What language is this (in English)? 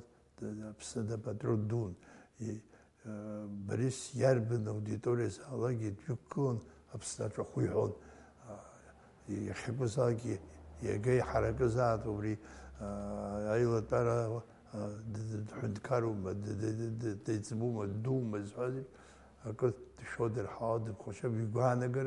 Abkhazian